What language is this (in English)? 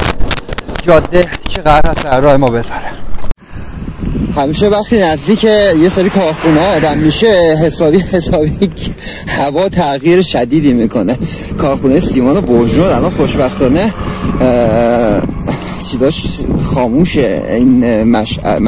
Persian